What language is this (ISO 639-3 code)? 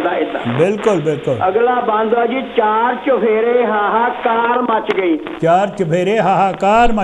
pan